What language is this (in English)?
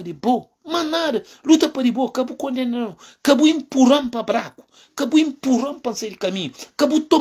Kabuverdianu